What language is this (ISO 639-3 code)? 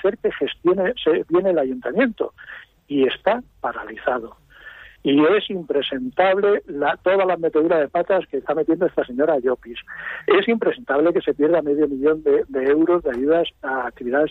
spa